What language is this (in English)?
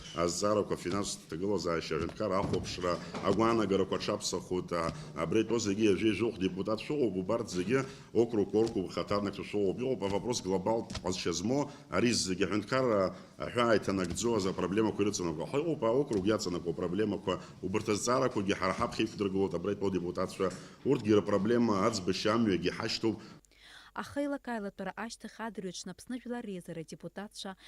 Abkhazian